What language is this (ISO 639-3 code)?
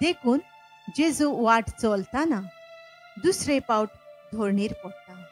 kok